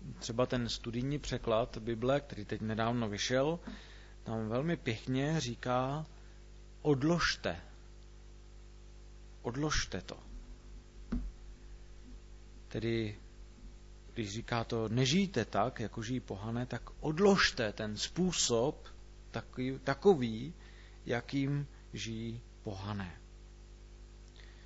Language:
Czech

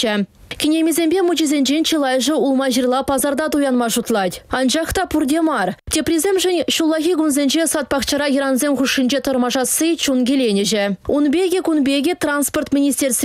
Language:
Chuvash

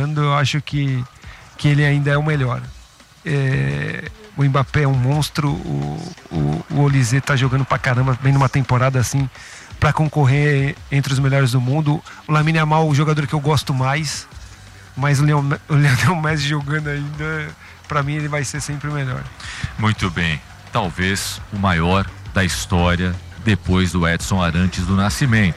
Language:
Portuguese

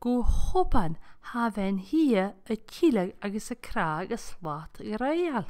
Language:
Scottish Gaelic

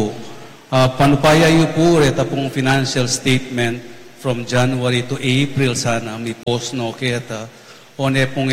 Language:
Pampanga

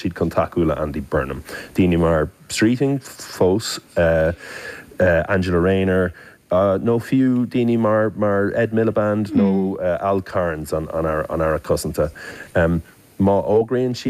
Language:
Irish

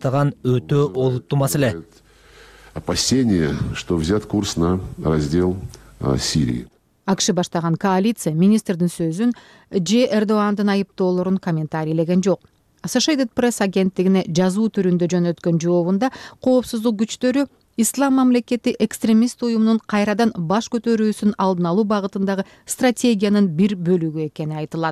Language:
Kyrgyz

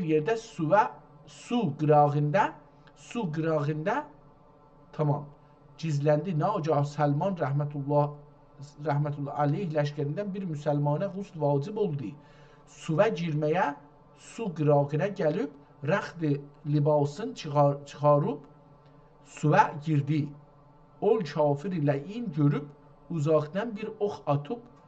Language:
South Azerbaijani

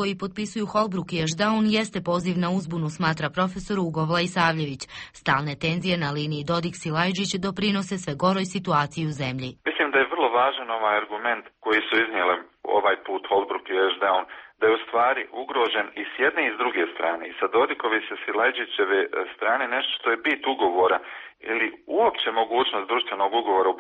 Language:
Croatian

